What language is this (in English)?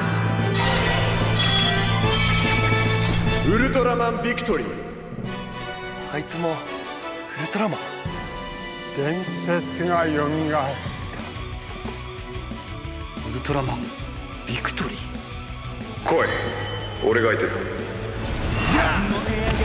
Japanese